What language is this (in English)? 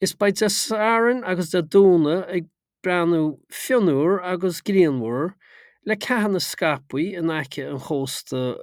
Irish